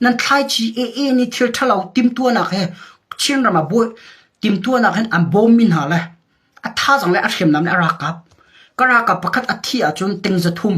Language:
Hakha Chin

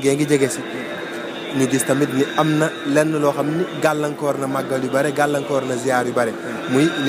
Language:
Wolof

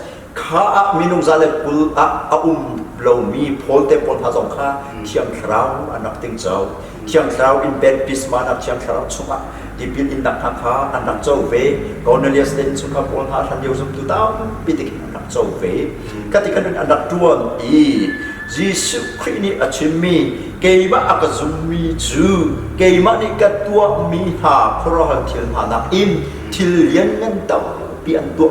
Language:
Hakha Chin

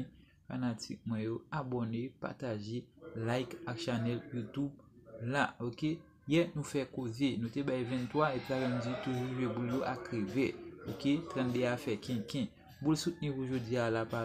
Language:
Haitian Creole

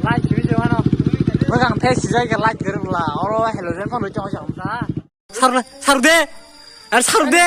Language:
Kok Borok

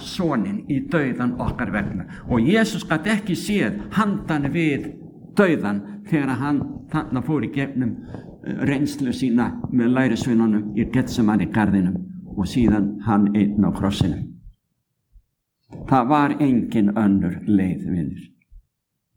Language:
Icelandic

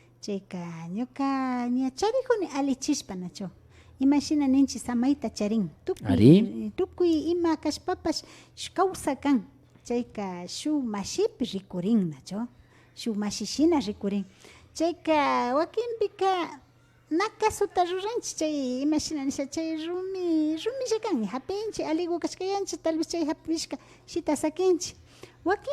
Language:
Imbabura Highland Quichua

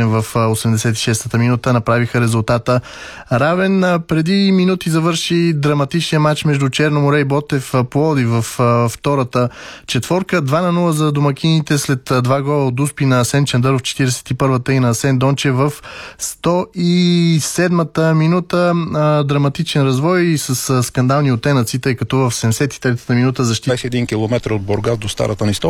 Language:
Bulgarian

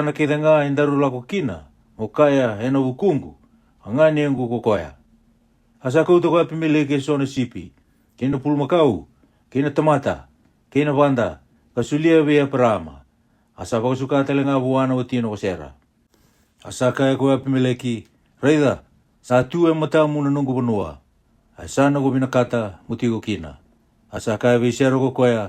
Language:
Fijian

